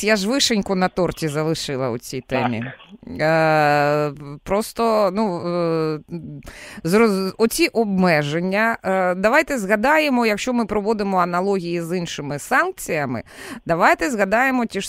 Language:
Ukrainian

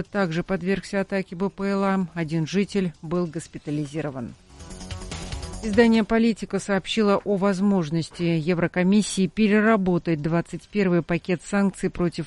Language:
Russian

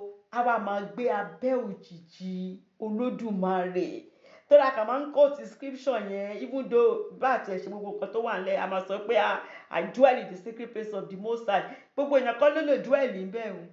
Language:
Yoruba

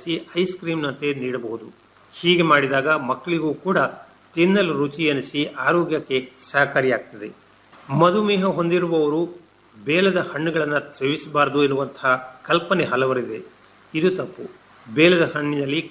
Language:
Kannada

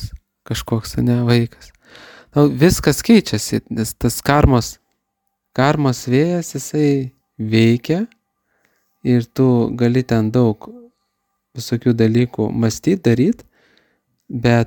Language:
Lithuanian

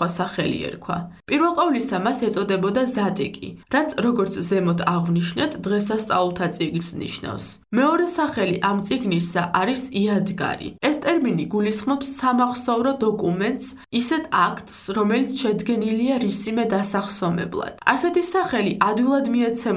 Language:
Georgian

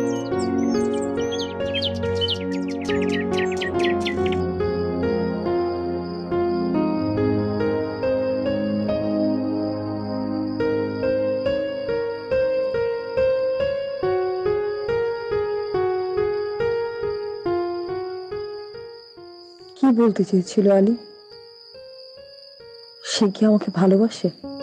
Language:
Bangla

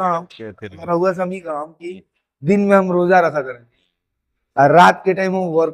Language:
Bhojpuri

